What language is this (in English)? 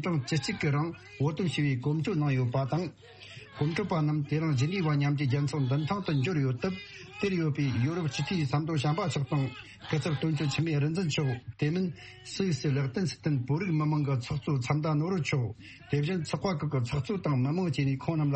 Tibetan